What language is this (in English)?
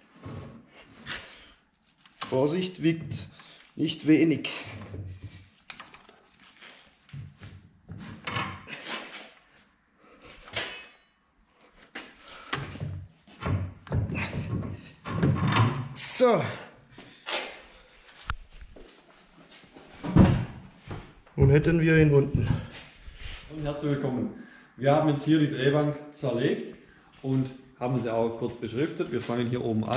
German